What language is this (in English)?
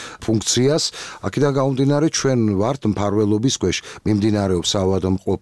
Georgian